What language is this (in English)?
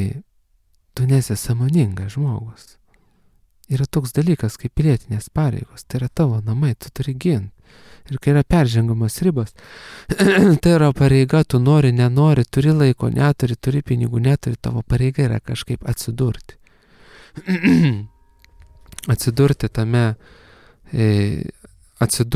Lithuanian